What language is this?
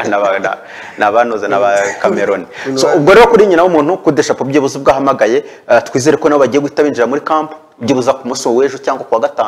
Kinyarwanda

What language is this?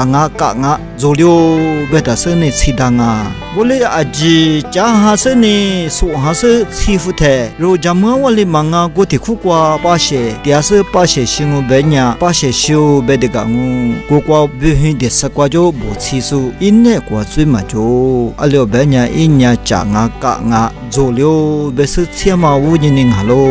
Lisu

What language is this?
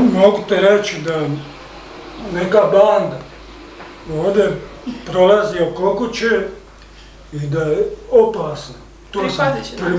Croatian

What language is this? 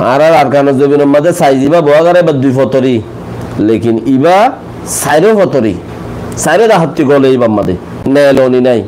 Rohingya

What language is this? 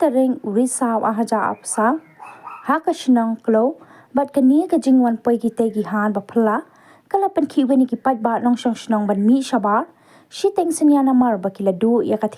Khasi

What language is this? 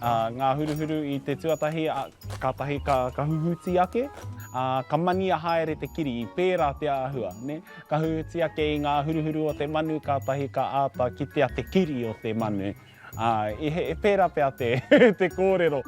Māori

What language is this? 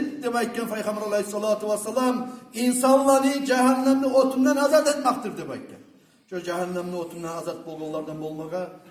Kumyk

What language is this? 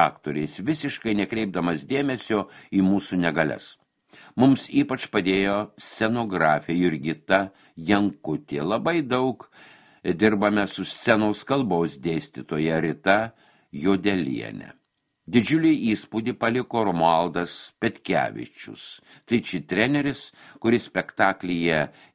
Lithuanian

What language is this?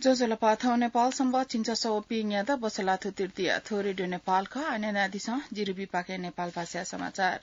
Newari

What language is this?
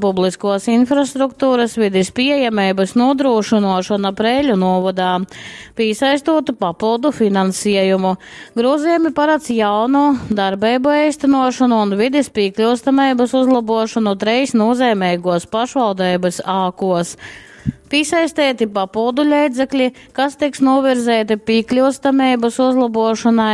Latgalian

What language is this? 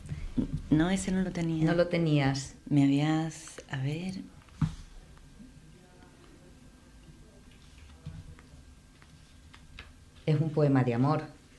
Spanish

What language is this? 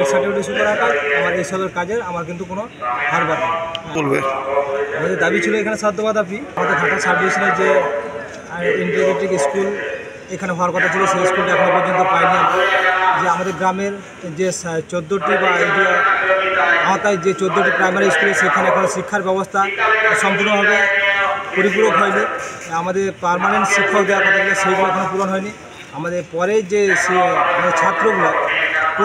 Santali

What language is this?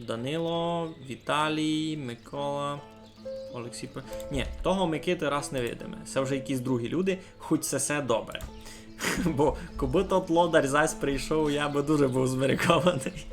Rusyn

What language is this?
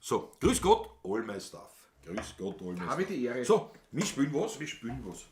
Bavarian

